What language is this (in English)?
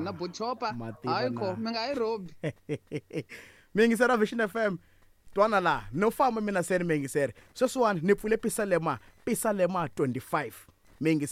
Tsonga